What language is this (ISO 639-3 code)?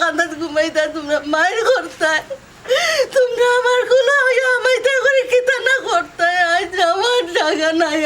syl